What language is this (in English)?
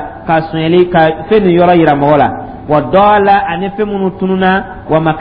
Dyula